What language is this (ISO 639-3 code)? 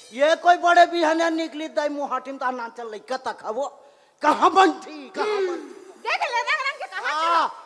hne